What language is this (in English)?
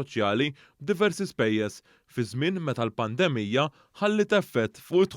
Maltese